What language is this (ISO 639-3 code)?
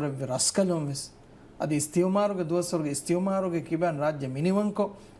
div